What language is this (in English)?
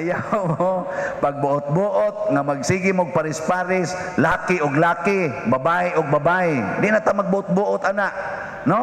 Cebuano